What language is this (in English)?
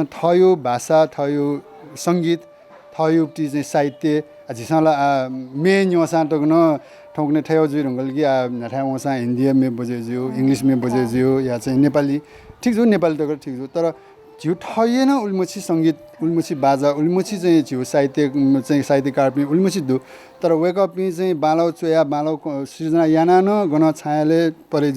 Newari